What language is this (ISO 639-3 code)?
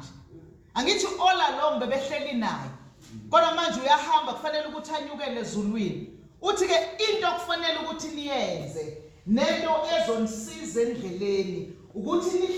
zul